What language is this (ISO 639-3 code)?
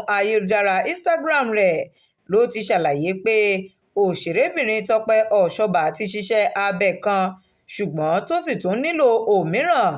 yor